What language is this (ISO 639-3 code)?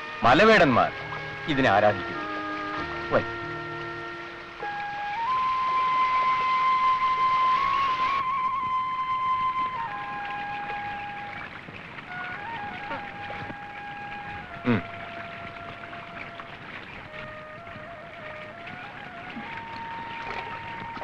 mal